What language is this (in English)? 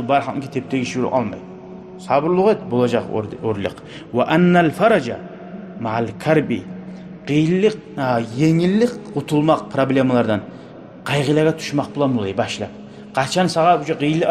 Kumyk